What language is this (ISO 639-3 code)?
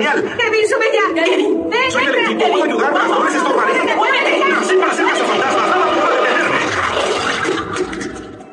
spa